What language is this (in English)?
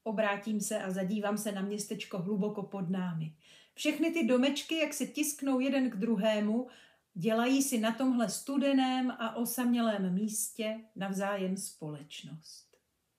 Czech